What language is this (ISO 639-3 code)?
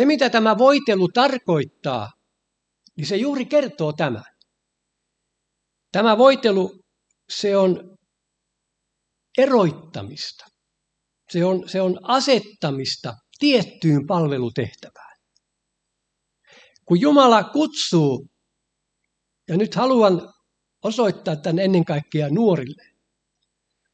fin